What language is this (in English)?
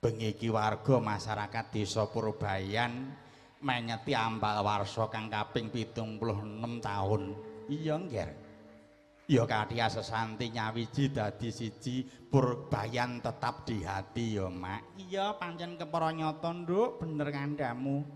Javanese